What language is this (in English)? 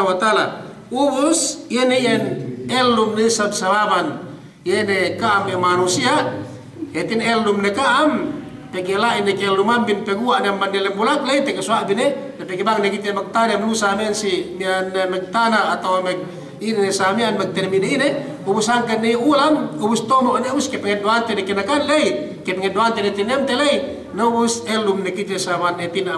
Yakan